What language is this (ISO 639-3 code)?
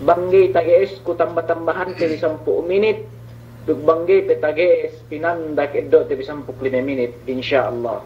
yka